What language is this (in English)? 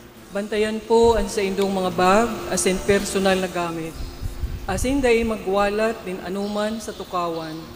Bikol